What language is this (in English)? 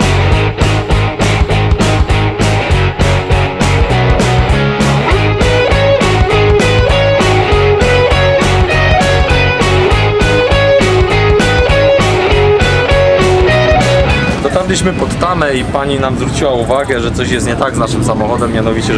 Polish